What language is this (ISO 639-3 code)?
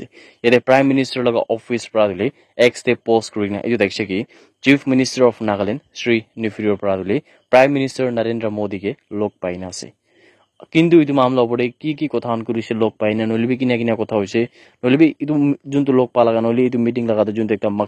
nag